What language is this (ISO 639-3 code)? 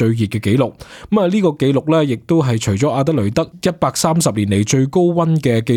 yue